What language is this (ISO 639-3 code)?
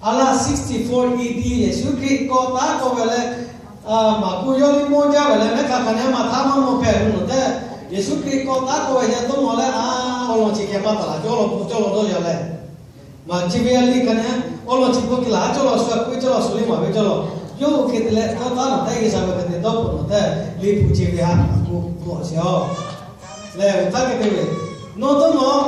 lhu